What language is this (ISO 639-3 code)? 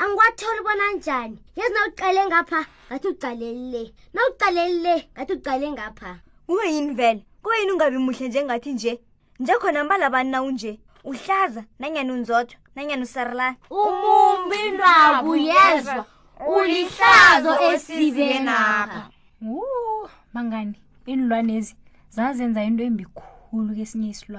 nbl